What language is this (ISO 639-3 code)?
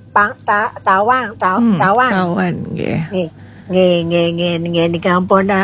ban